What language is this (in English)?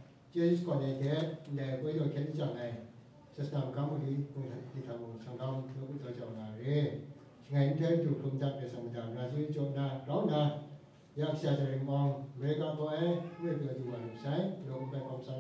Kachin